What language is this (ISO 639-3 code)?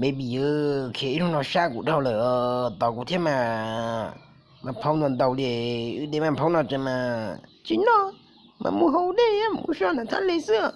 hmn